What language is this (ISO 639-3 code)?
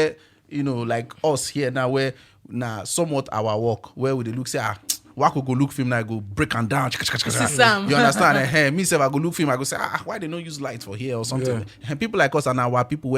pcm